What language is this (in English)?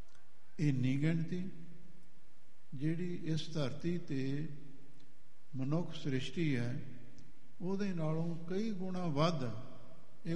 Punjabi